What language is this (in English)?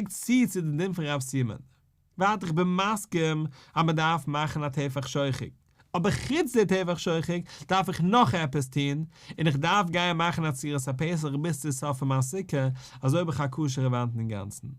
Yiddish